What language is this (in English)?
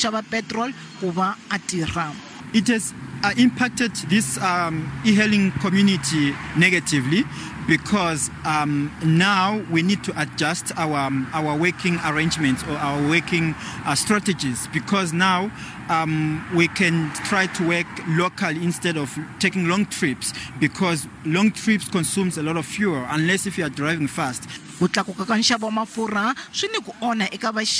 Tsonga